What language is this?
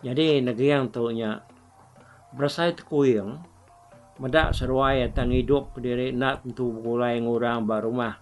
Iban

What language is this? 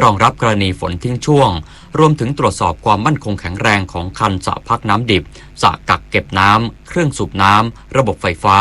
Thai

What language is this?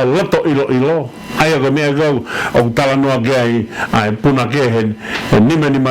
Tongan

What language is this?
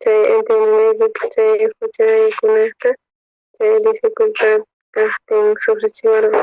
South Bolivian Quechua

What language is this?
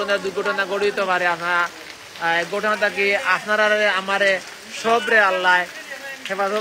Sylheti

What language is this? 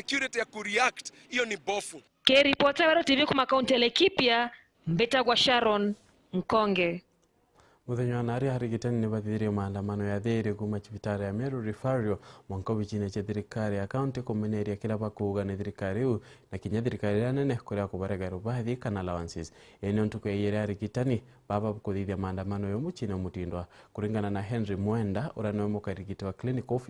Meru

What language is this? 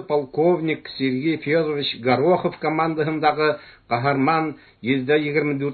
Bashkir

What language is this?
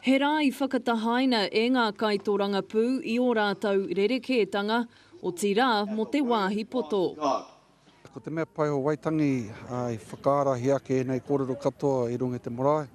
Māori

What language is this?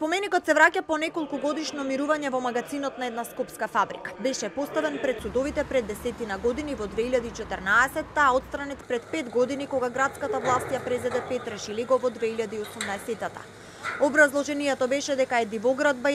Macedonian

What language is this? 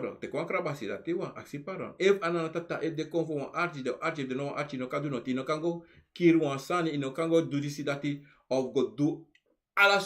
Sranan Tongo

